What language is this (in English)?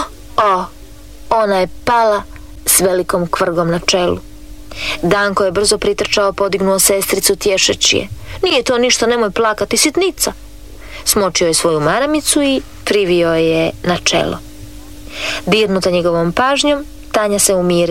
Croatian